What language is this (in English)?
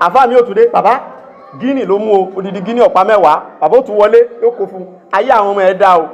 Yoruba